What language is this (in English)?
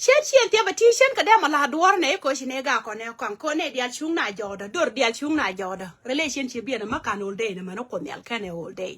Nuer